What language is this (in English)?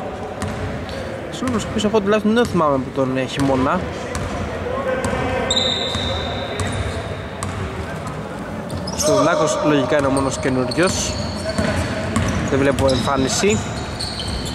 Greek